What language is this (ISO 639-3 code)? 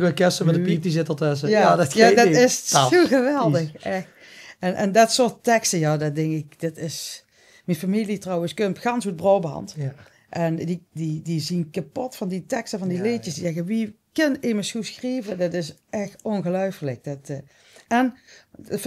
lim